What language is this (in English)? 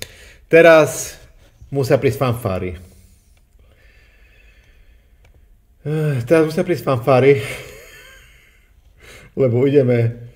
Slovak